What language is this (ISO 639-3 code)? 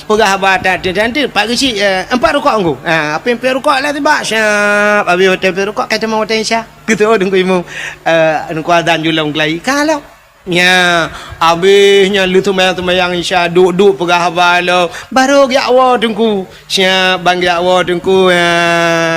ace